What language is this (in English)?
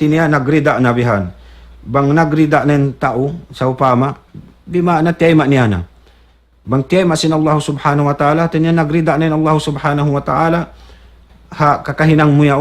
Tausug